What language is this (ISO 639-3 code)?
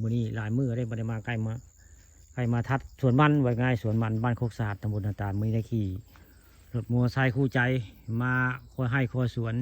tts